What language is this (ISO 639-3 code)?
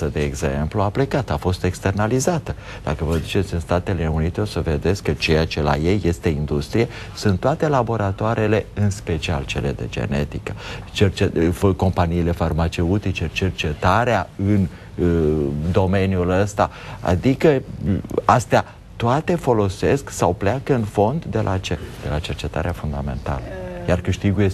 ron